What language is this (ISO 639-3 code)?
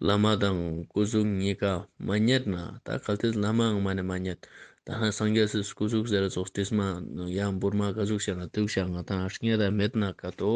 lbj